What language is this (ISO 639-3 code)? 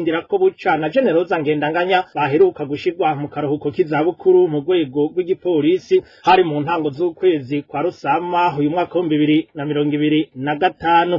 run